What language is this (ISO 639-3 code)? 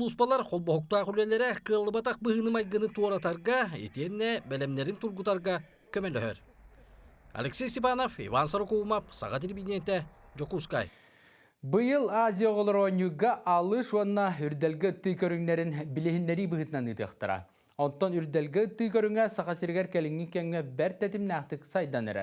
sah